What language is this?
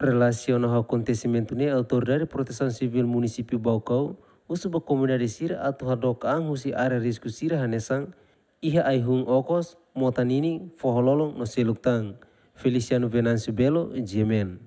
Tetum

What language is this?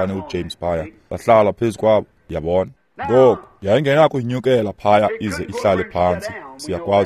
Xhosa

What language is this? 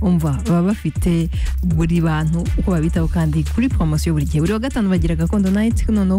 Kinyarwanda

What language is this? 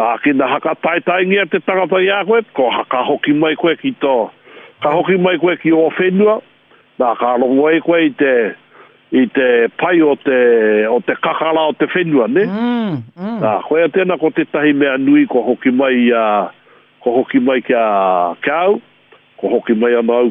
Māori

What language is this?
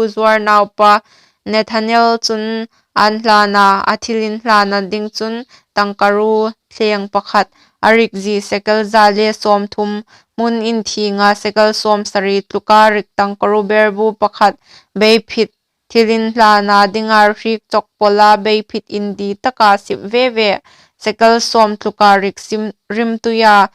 Hmar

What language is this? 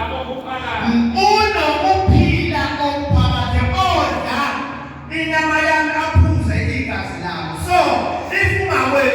Zulu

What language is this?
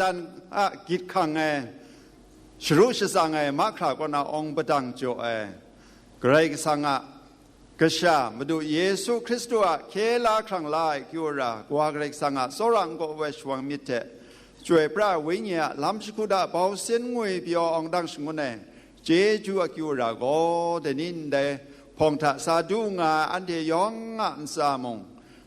Kachin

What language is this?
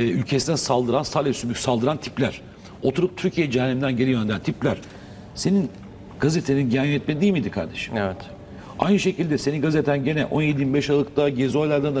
Turkish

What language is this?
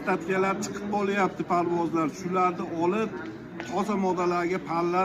Uzbek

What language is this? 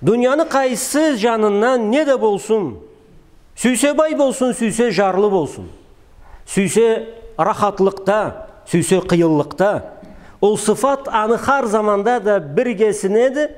Karachay-Balkar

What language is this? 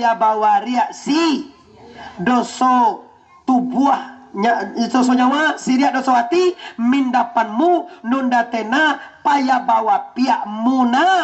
Minangkabau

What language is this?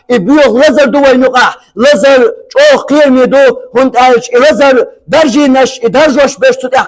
Chechen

